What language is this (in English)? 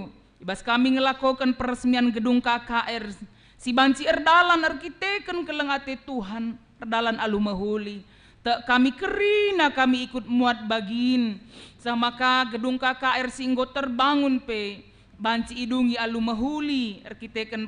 Batak Karo